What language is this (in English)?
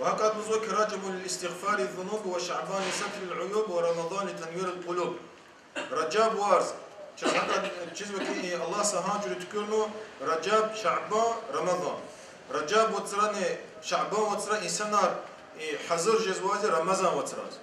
Lezghian